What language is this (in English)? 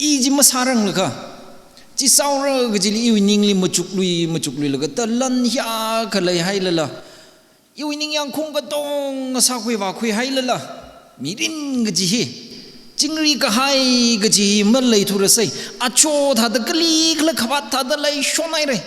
Tangkhul Naga (India)